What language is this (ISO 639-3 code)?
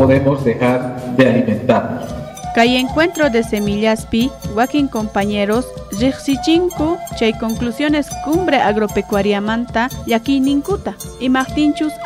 quh